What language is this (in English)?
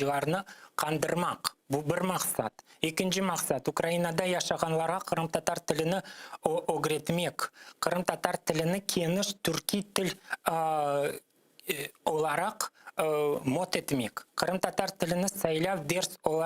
Crimean Tatar